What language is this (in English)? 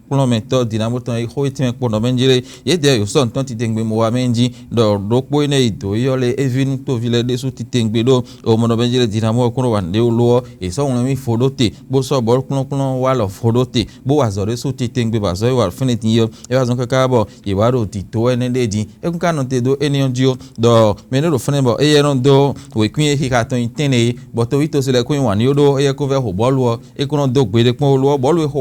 Fon